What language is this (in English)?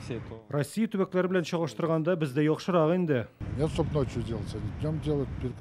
Tatar